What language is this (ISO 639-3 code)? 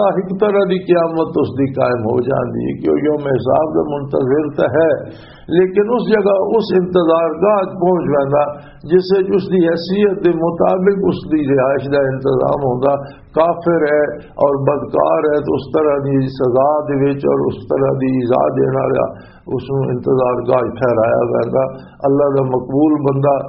lah